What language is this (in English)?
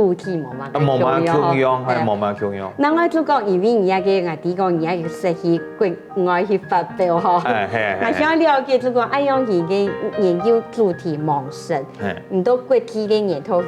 Hakka Chinese